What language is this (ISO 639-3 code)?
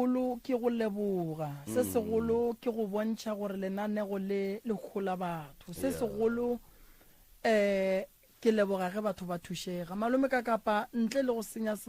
nso